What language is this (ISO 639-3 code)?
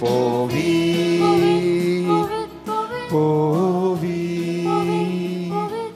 kok